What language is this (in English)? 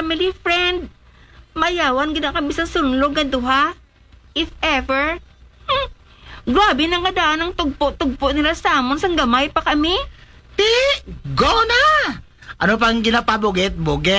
Hiligaynon